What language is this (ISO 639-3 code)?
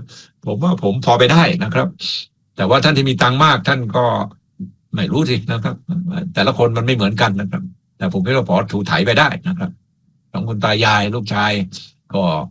tha